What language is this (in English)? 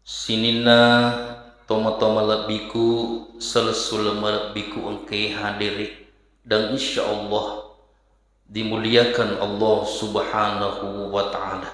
Buginese